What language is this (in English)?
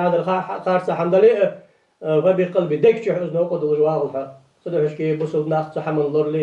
Ingush